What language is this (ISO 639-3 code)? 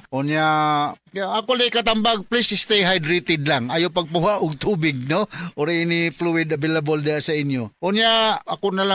ceb